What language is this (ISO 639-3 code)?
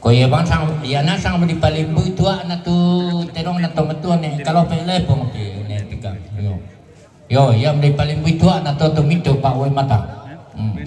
sda